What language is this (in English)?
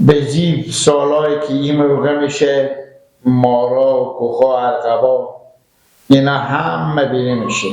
Persian